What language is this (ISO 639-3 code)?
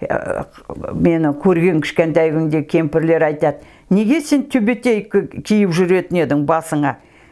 kaz